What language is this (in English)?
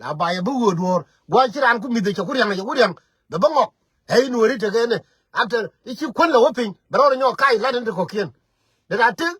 Nuer